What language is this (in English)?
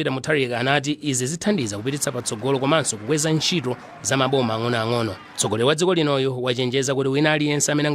Nyanja